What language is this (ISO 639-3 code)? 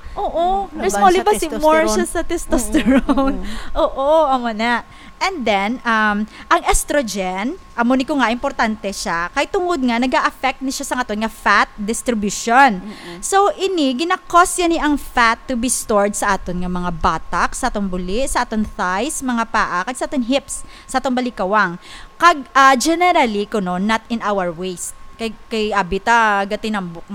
hil